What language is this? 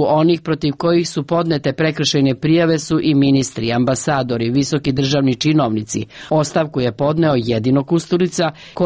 Serbian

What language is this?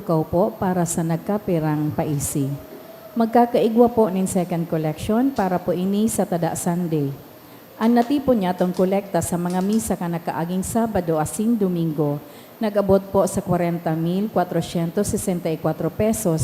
Bikol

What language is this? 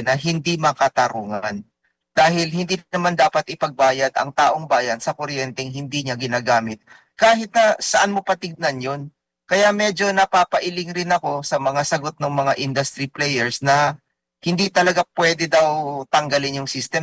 Filipino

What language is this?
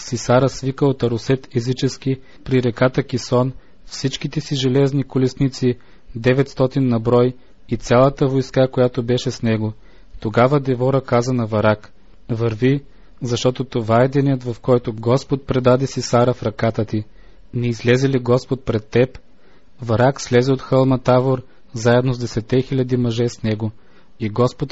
Bulgarian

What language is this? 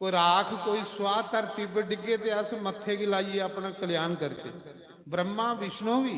Dogri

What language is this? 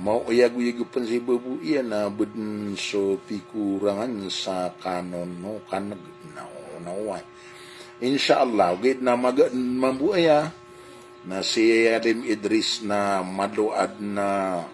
Maranao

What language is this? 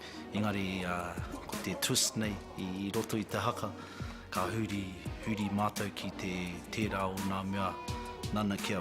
Māori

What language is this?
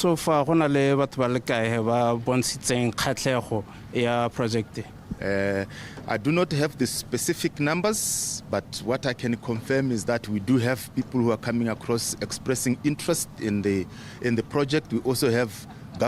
Tswana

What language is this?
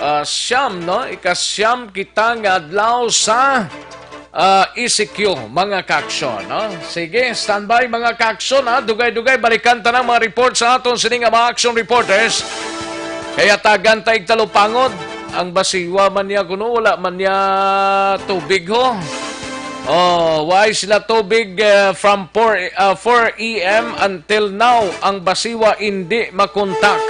Hiligaynon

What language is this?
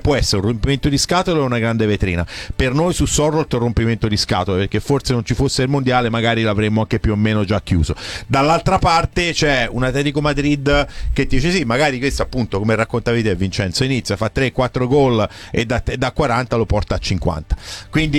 Italian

